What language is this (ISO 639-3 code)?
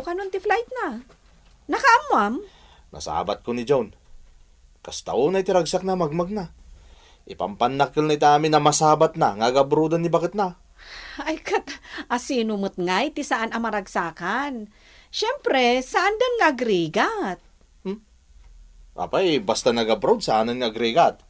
ilo